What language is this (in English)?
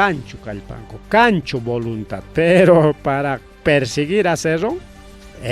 Ayacucho Quechua